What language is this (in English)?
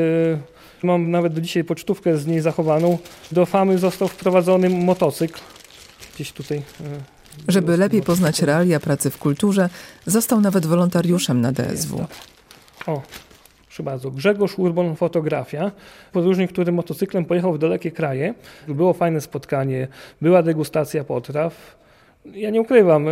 Polish